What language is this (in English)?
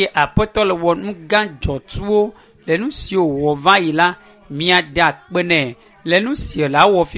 Ewe